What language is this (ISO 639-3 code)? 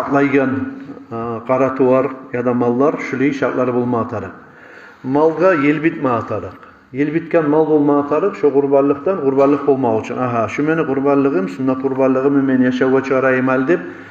kum